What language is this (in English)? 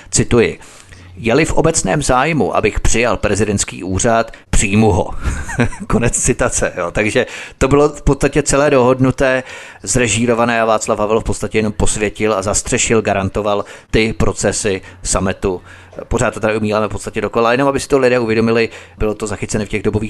Czech